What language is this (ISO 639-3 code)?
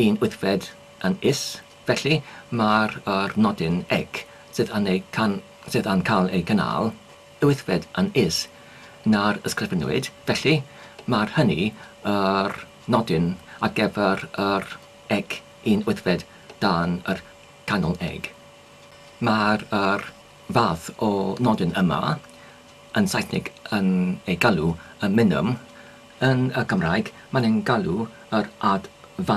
cym